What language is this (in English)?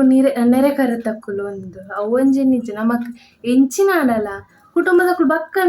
Tulu